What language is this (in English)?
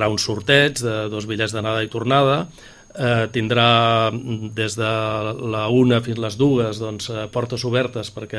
Catalan